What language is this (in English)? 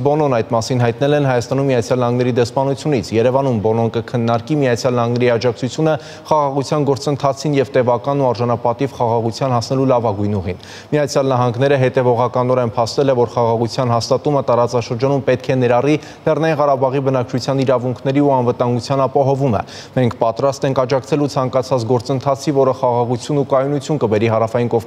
Armenian